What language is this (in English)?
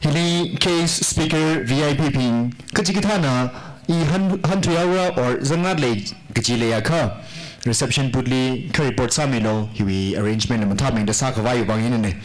Tangkhul Naga (India)